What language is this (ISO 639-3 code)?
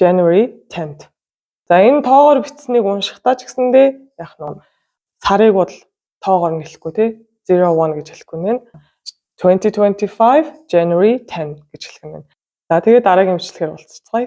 mon